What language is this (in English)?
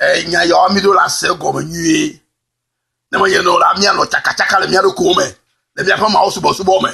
Ewe